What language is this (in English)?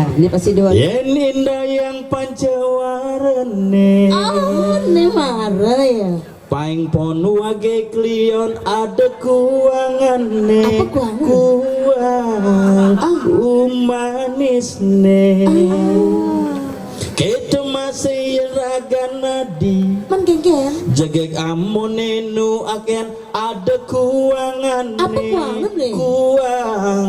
Balinese